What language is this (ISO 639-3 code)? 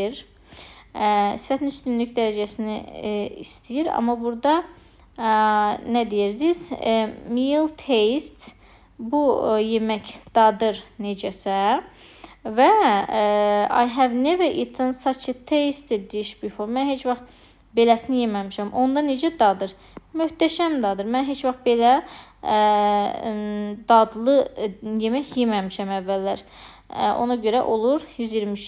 aze